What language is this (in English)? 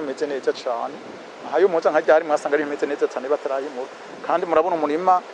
Rundi